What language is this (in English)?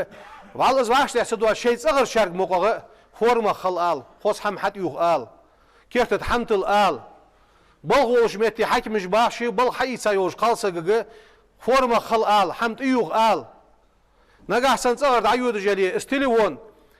Ingush